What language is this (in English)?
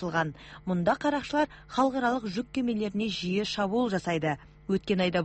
Kazakh